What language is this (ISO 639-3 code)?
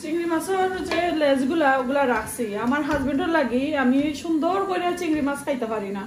syl